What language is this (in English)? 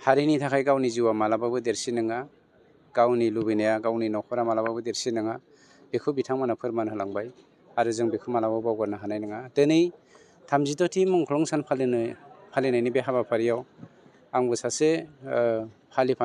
Bodo